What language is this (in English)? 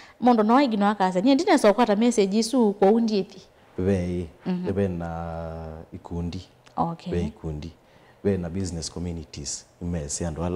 Kamba